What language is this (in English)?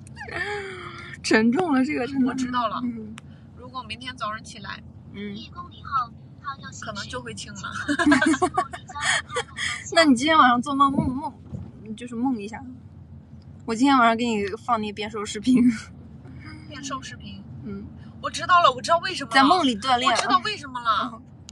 Chinese